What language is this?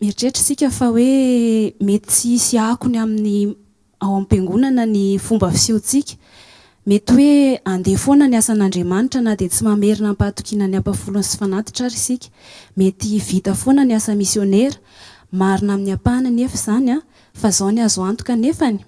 Malagasy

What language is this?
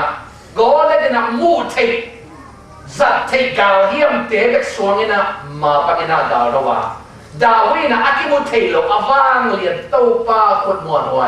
Tedim Chin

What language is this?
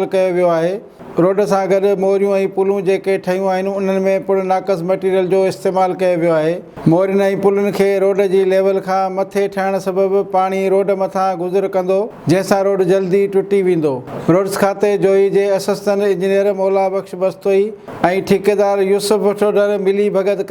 Sindhi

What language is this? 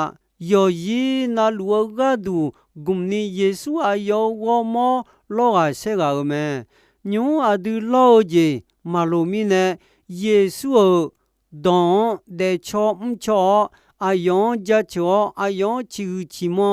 Akha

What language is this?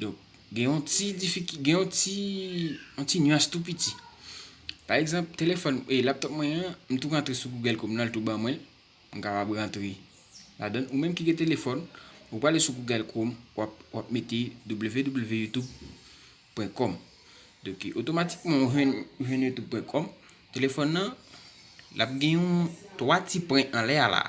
Haitian Creole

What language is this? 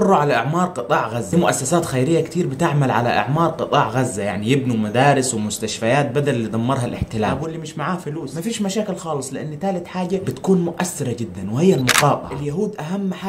Egyptian Arabic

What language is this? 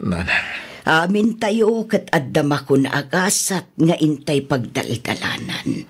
Iloko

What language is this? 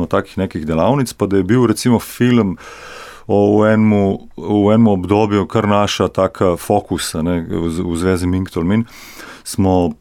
Slovenian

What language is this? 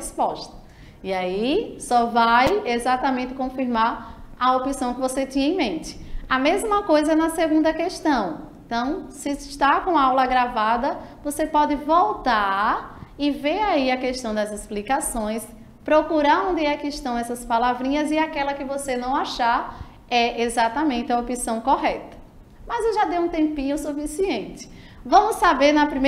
Portuguese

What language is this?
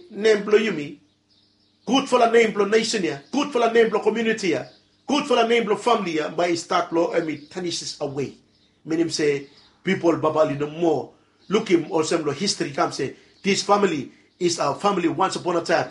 Bislama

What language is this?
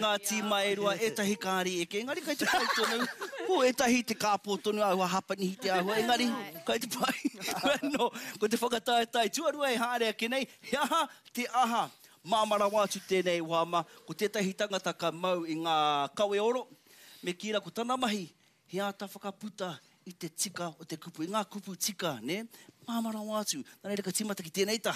Māori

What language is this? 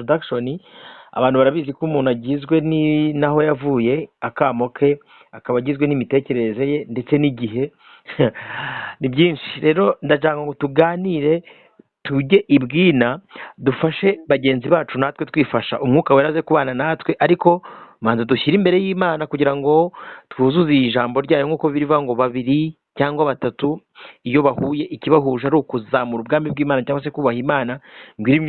Kinyarwanda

